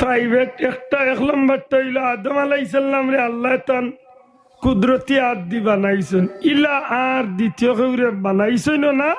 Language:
Sylheti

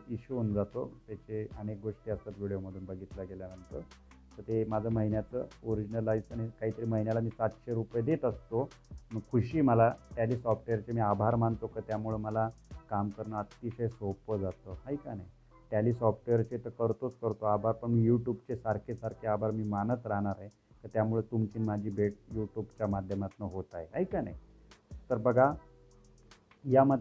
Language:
Marathi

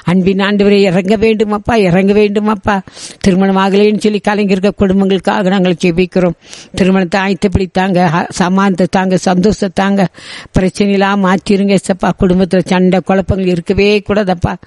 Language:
Tamil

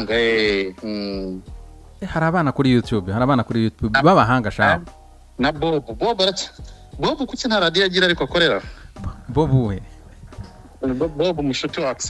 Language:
Kinyarwanda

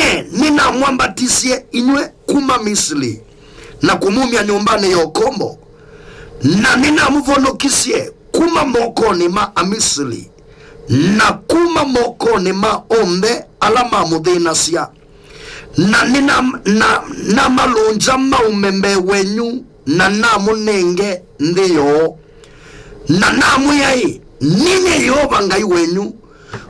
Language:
Kamba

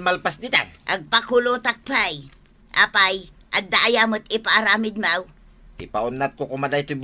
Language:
Iloko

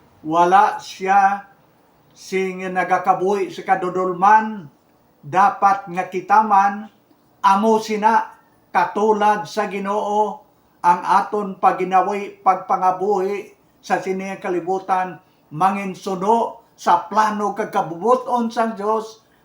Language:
Hiligaynon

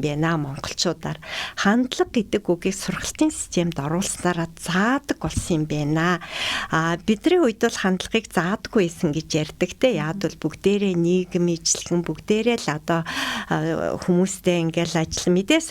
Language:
Mongolian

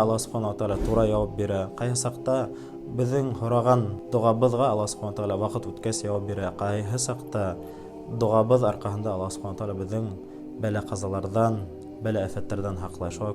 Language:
Bashkir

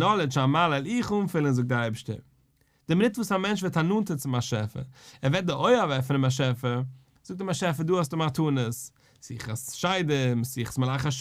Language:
Yiddish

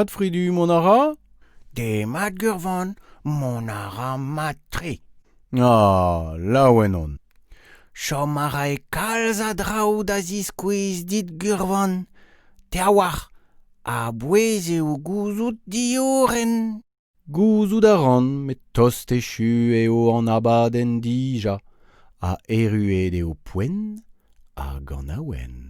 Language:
Breton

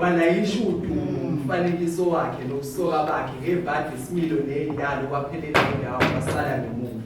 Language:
Zulu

